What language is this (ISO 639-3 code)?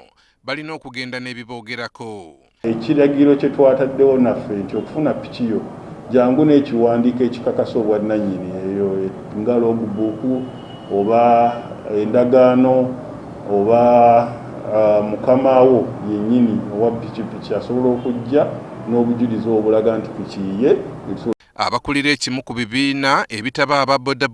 lug